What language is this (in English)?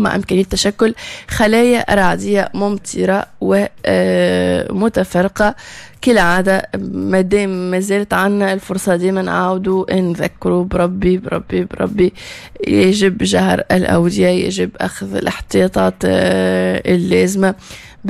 Tunisian Arabic